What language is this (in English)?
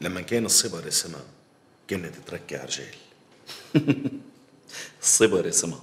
North Levantine Arabic